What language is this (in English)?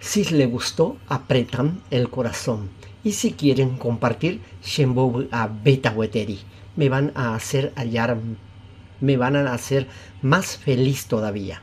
Guarani